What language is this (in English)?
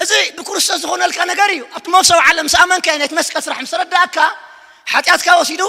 Tigrinya